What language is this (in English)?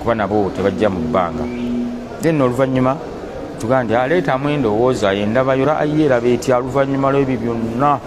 Ganda